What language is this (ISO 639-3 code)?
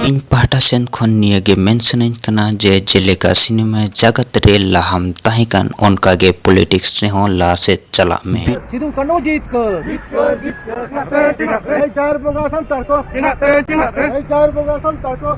sat